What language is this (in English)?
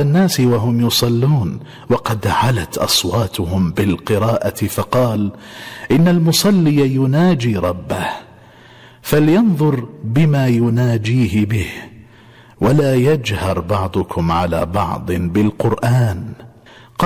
Arabic